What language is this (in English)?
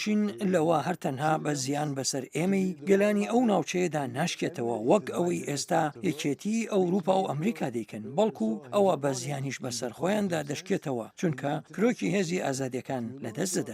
Central Kurdish